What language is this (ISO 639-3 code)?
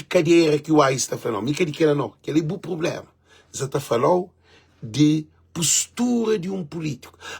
kea